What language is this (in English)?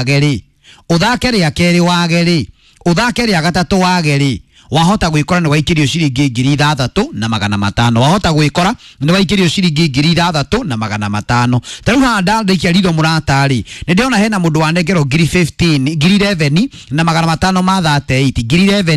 Kikuyu